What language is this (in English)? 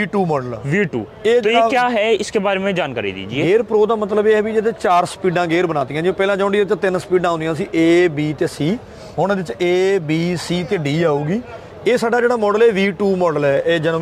Punjabi